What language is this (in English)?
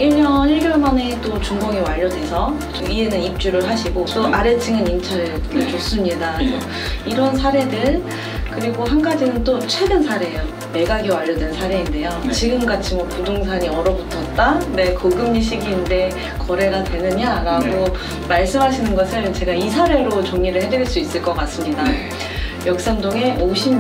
Korean